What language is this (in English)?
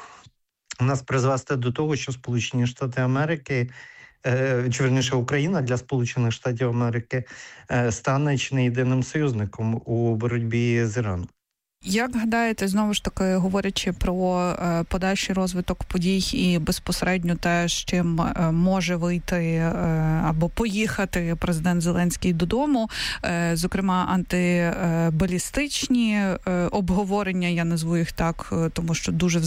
Ukrainian